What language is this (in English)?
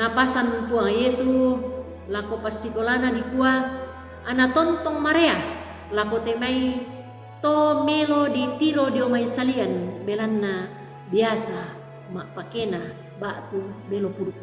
Toraja-Sa'dan